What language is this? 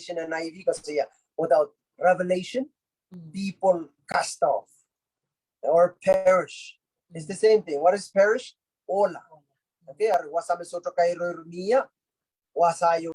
Pohnpeian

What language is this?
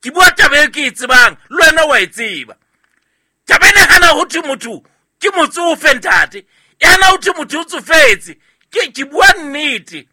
Southern Sotho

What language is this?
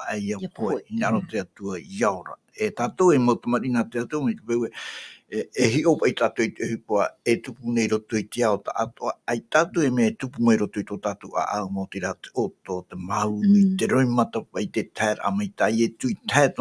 Tahitian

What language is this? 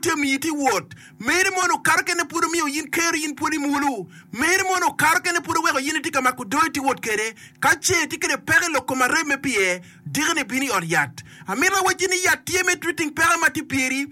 Acoli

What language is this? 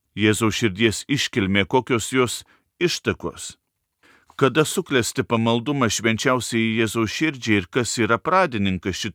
Lithuanian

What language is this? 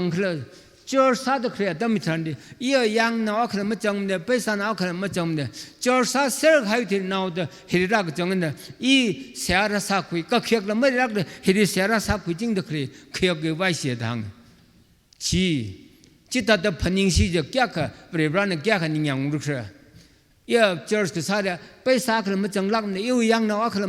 Tangkhul Naga (India)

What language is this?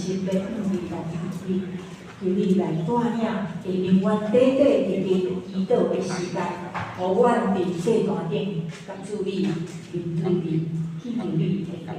Min Nan Chinese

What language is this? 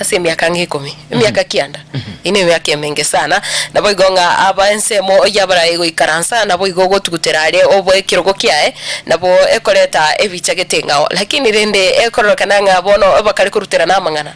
Gusii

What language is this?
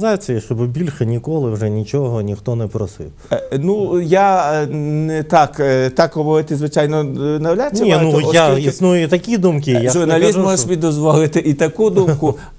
Ukrainian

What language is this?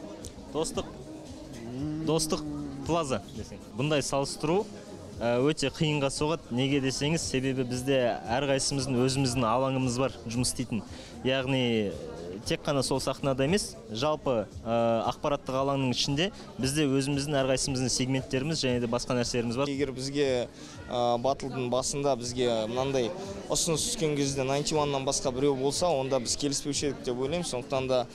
Kazakh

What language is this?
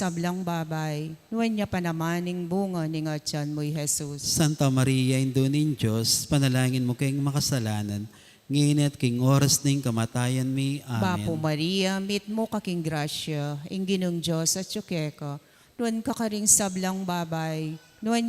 Pampanga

